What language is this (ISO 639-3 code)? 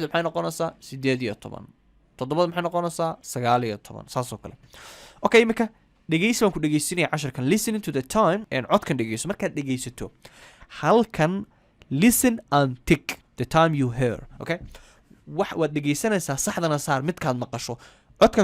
som